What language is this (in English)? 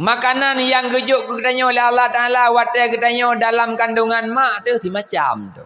Achinese